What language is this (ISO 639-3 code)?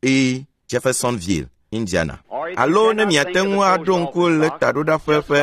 ewe